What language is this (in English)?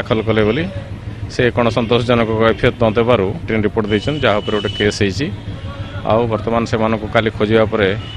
Odia